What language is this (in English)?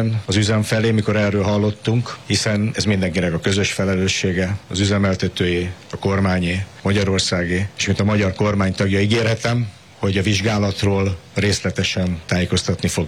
Hungarian